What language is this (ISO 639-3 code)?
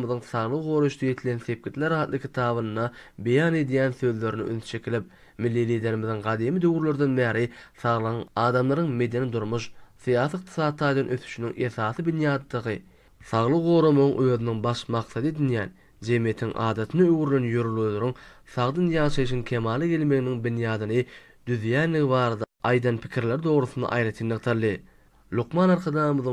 tuk